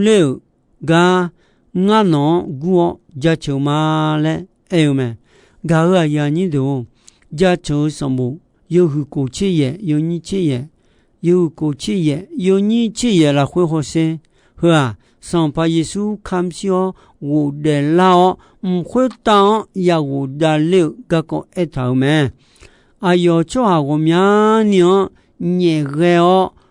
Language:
Akha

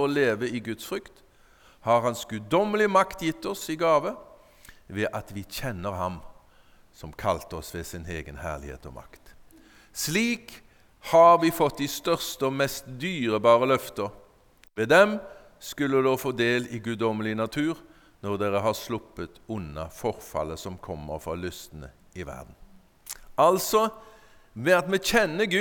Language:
Norwegian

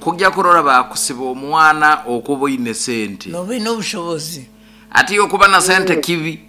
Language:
Nyankole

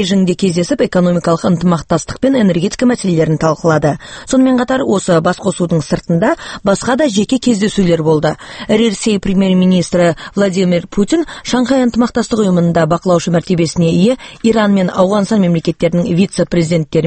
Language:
Kazakh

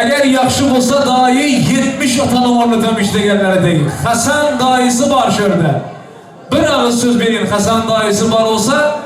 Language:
Turkmen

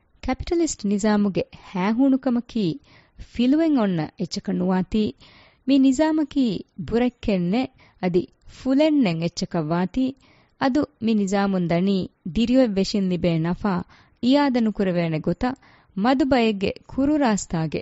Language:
Divehi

